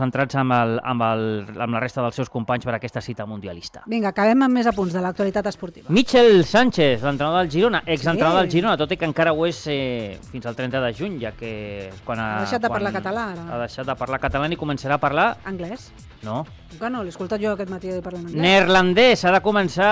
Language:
Catalan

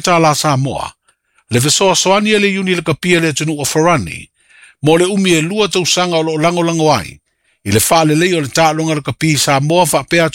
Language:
Samoan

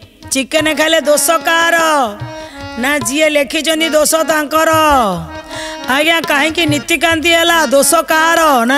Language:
Odia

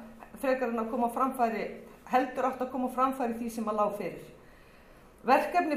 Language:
Icelandic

